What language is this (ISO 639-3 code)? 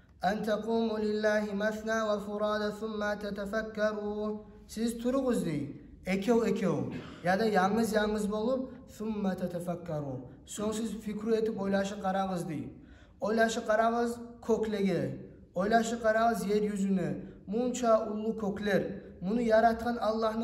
kum